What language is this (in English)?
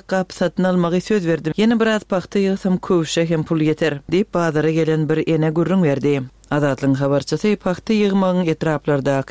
Turkmen